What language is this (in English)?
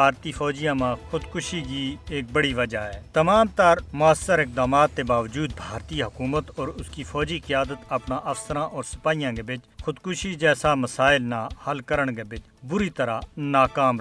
Gujari